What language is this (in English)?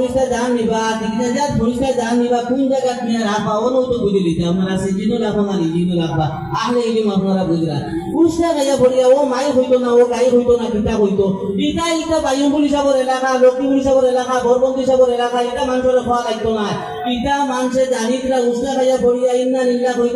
Sylheti